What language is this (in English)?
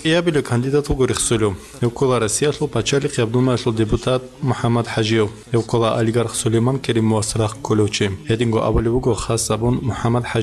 Avaric